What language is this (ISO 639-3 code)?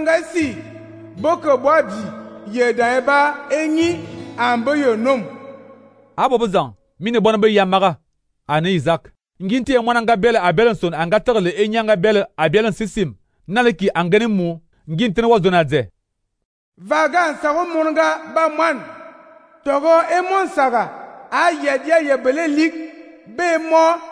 fan